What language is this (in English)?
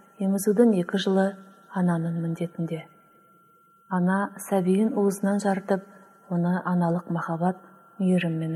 Kazakh